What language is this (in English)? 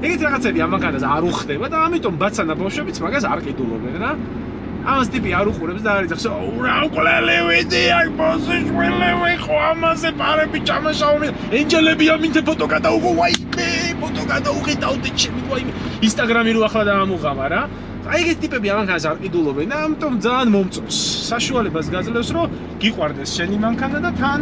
Georgian